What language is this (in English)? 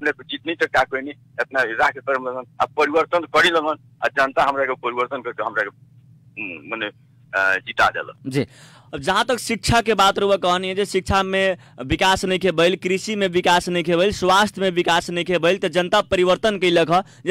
Bhojpuri